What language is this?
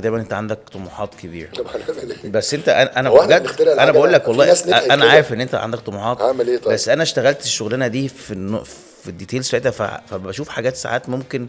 Egyptian Arabic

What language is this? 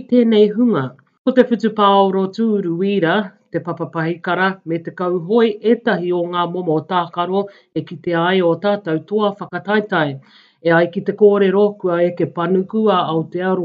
Māori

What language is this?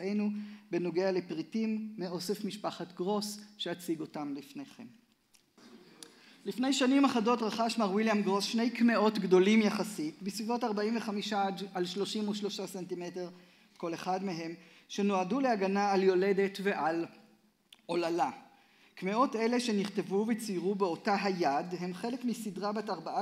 Hebrew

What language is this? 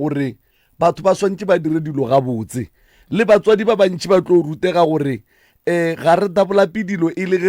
Northern Sotho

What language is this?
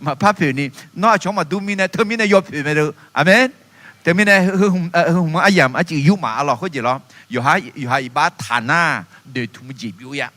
Akha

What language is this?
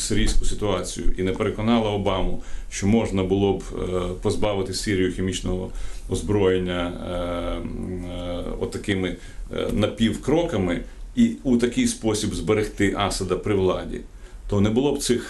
Ukrainian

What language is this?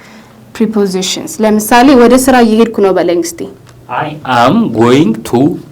Amharic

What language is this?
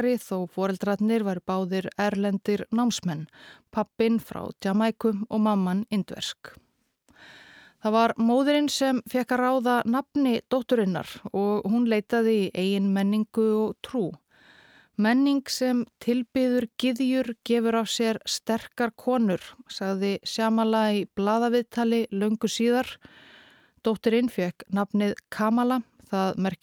Icelandic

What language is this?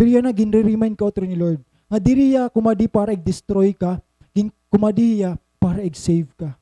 Waray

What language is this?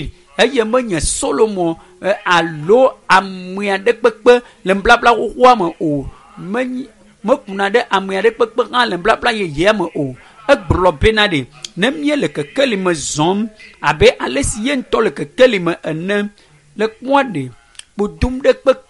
Ewe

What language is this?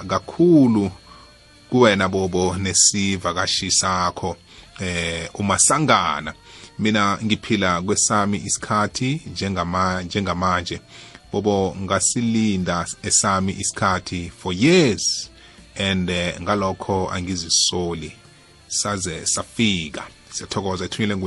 South Ndebele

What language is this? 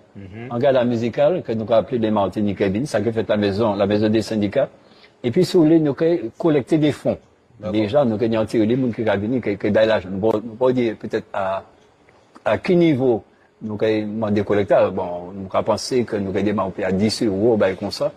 Guadeloupean Creole French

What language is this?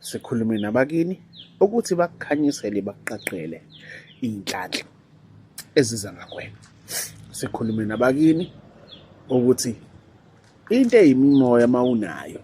Zulu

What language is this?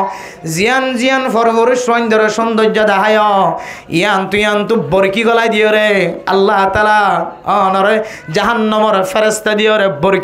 Rohingya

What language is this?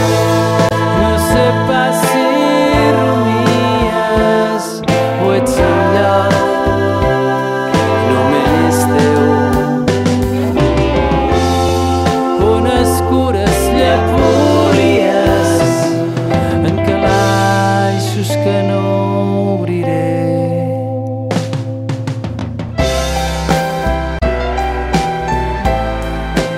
Catalan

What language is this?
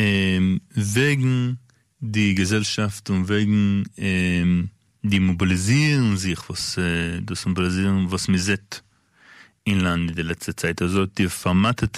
Yiddish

